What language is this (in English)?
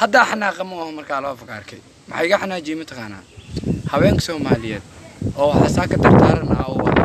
Somali